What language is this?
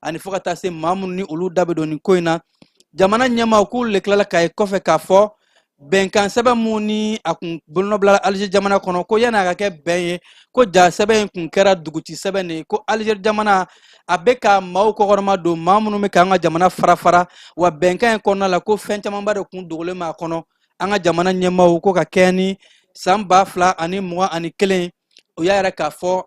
Bambara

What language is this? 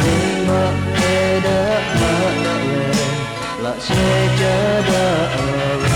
Lahu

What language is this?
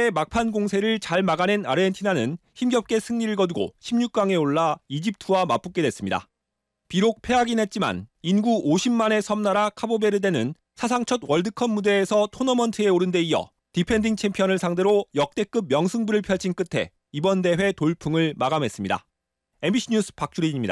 Korean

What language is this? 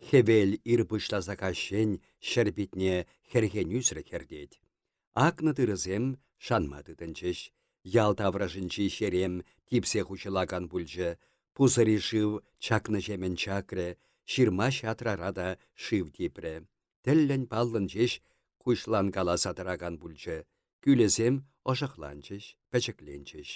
Chuvash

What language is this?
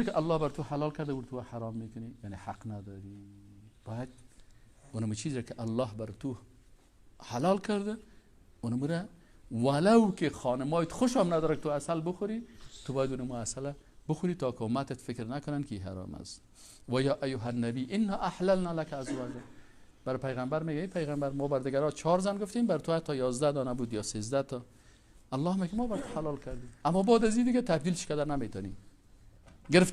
Persian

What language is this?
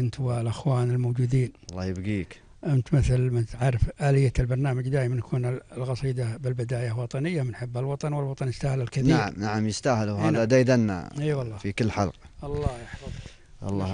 Gulf Arabic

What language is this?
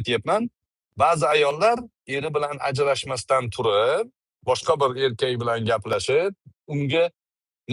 Uzbek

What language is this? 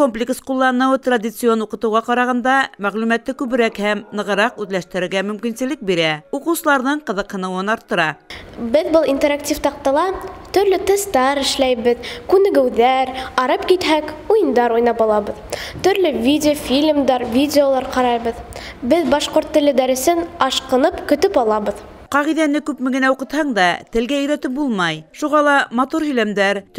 Bashkir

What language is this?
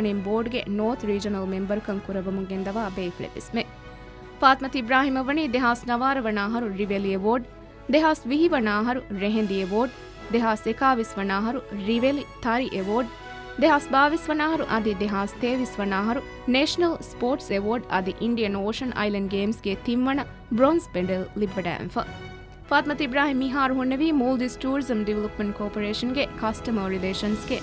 Divehi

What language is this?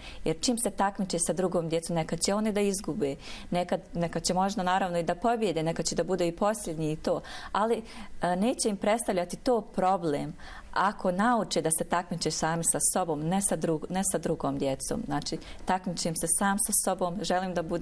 Bosnian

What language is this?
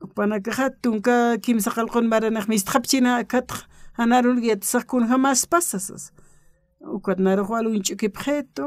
Aymara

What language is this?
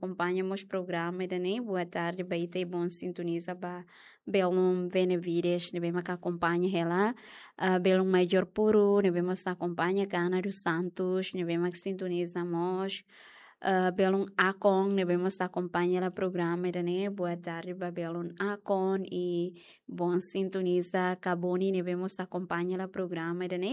Tetum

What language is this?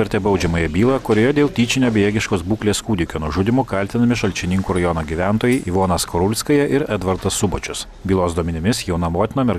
Lithuanian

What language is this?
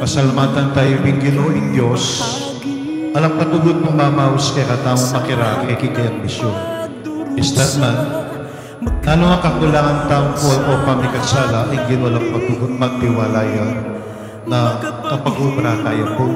Pampanga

